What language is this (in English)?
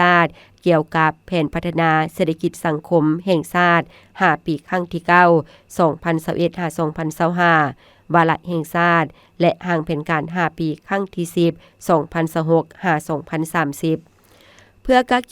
Lao